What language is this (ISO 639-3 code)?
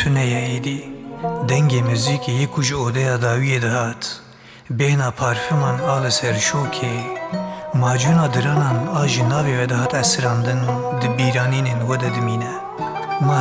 kur